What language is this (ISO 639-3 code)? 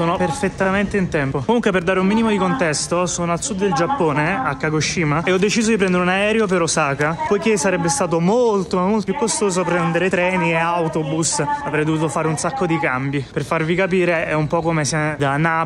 ita